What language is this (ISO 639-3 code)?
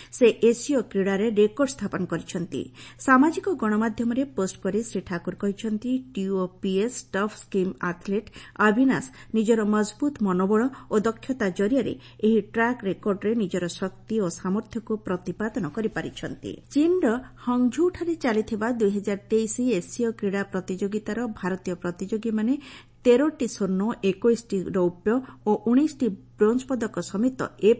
ori